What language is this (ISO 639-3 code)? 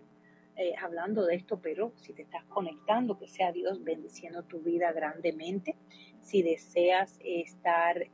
spa